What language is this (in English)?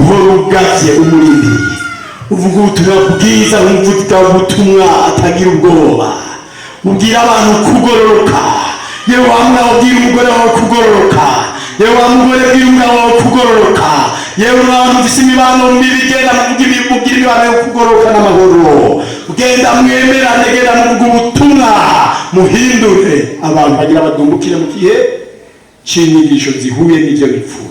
Rundi